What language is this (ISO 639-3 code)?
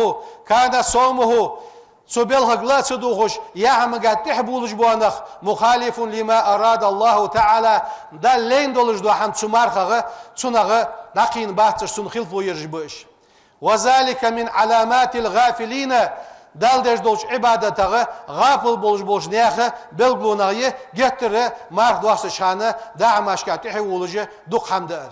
inh